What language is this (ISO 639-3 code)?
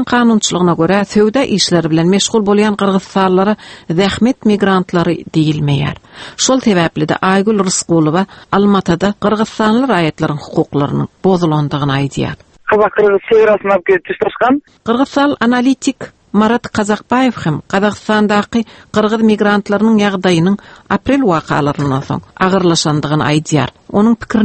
tuk